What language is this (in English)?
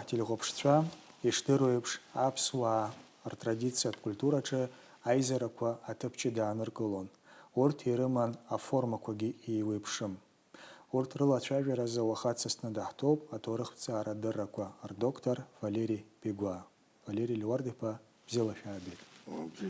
Abkhazian